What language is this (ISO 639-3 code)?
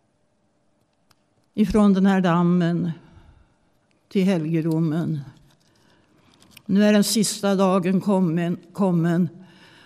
swe